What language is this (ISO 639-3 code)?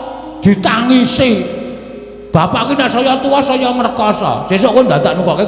jav